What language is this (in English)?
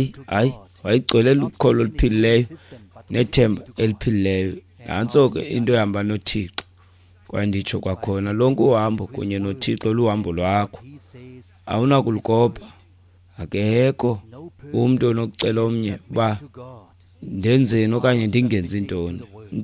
Xhosa